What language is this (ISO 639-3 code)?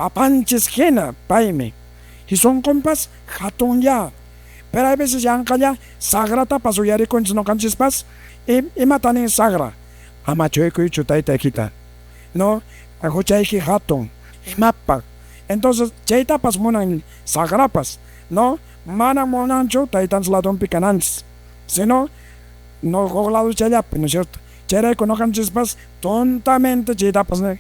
que